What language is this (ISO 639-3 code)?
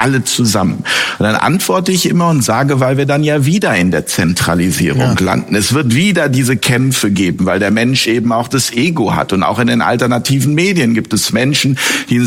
deu